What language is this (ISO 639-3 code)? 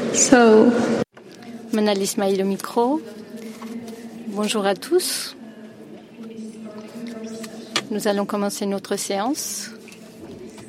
fra